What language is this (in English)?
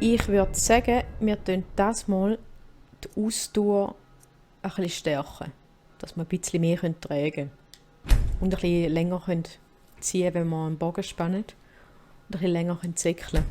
Swiss German